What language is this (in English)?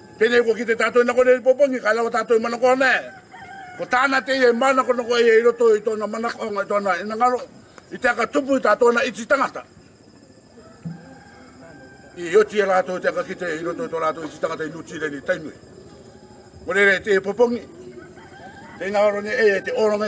Rarotongan